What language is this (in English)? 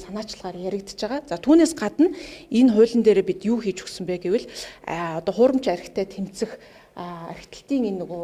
Mongolian